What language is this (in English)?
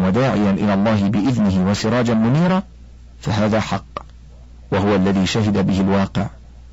Arabic